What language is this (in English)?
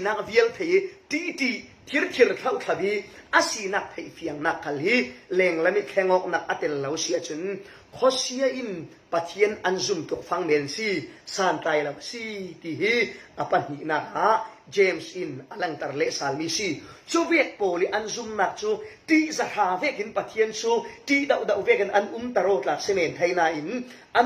Falam Chin